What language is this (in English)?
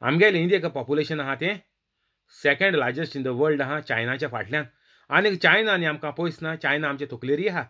Konkani